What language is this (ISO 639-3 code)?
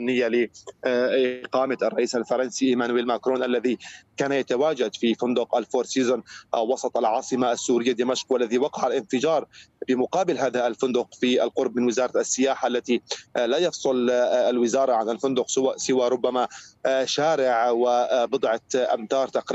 ara